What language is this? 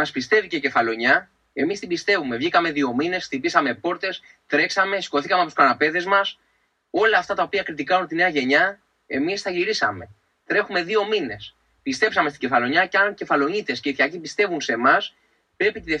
Greek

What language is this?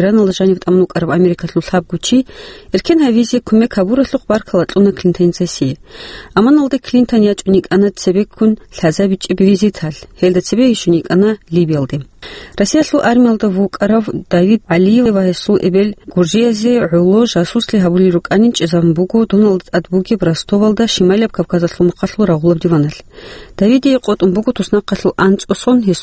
Avaric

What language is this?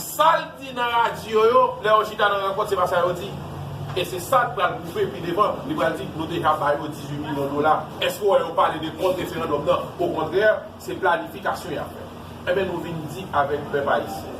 Haitian Creole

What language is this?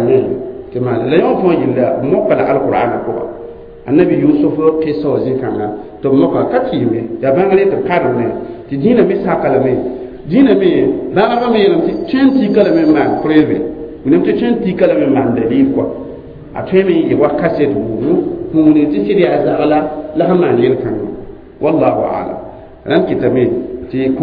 Mossi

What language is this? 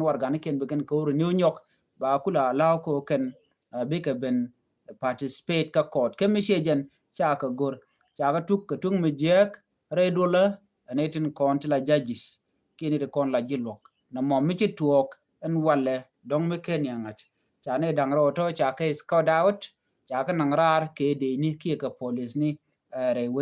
Nuer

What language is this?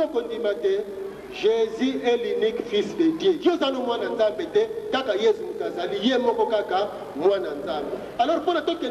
Lingala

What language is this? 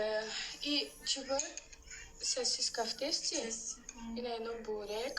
Tajik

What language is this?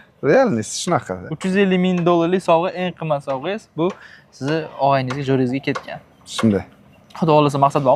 Uzbek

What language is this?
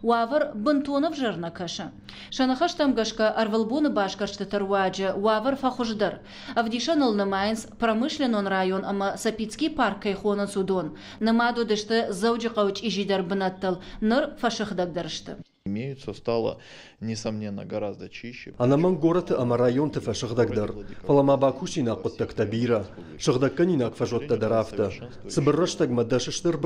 Ossetic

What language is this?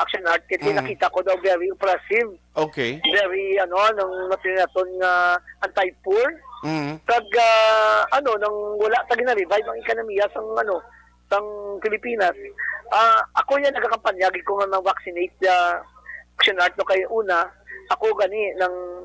Hiligaynon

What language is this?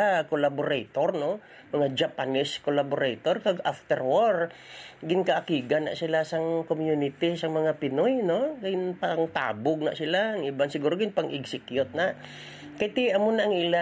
Hiligaynon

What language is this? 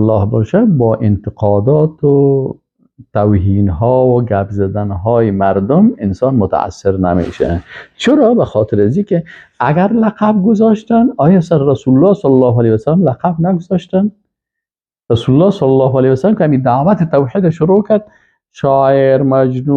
Persian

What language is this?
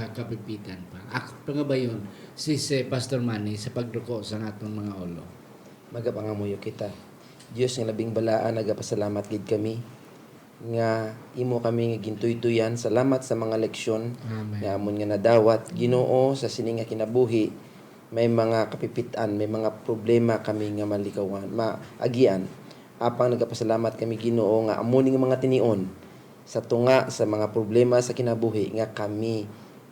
Hiligaynon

